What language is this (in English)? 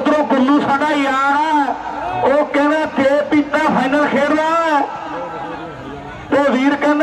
Punjabi